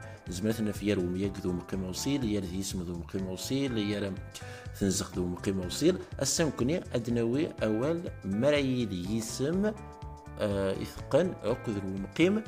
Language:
Kabyle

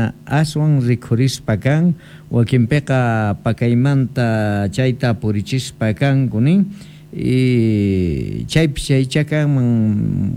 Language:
South Bolivian Quechua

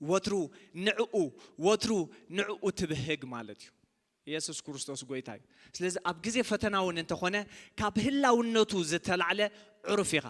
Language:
Tigrinya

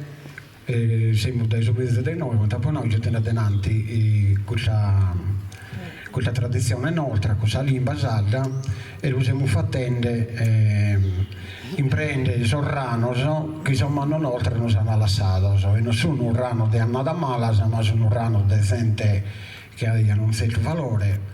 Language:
Sardinian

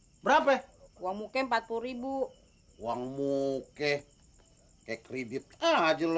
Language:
Betawi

